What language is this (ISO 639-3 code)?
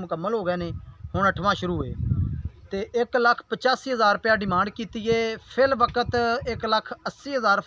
pan